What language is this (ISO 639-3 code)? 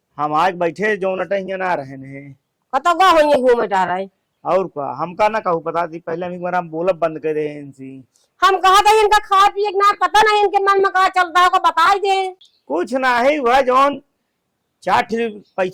awa